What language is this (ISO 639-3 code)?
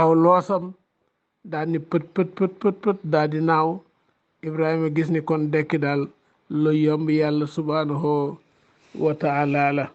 wol